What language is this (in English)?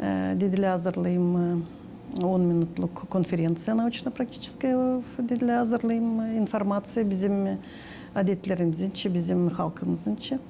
Gagauz